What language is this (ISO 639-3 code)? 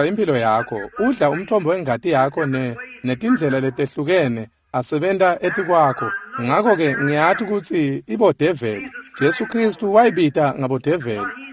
ssw